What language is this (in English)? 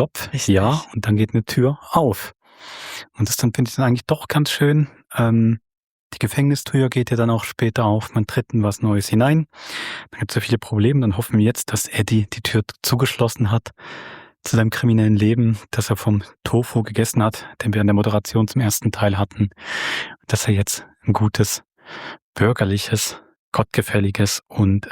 Swiss German